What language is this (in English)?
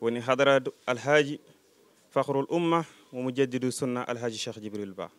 Fula